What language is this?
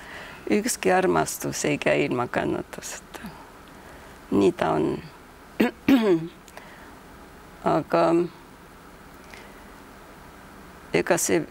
Estonian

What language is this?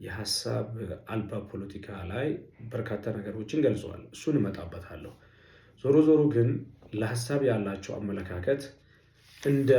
Amharic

